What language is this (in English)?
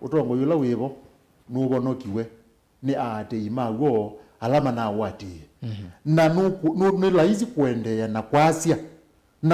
Kamba